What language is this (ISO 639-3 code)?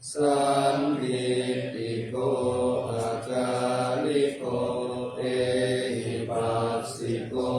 pli